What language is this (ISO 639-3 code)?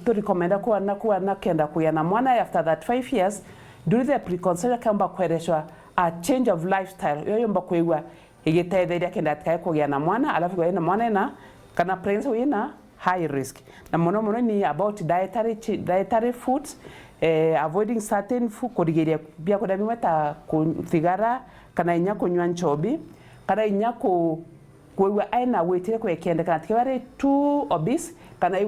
mer